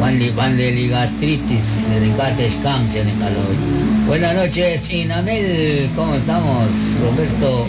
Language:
Kekchí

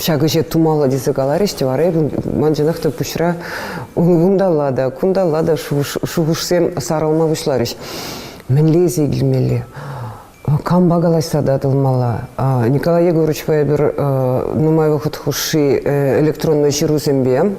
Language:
Chuvash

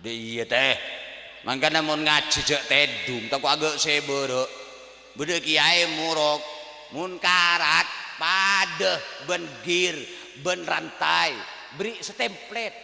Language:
Madurese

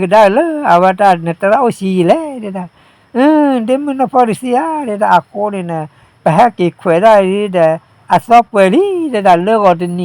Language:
S'gaw Karen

